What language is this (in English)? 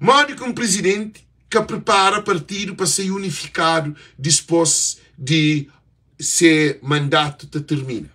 Kabuverdianu